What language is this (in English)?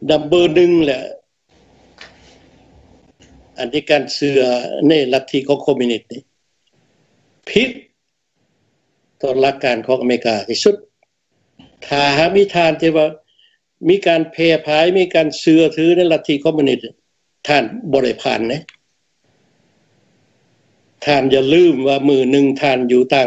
Thai